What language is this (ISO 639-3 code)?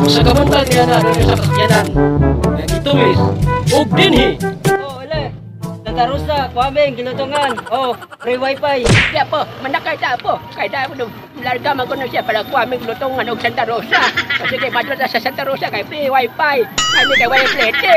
ceb